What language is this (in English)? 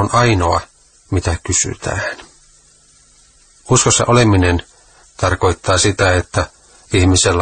Finnish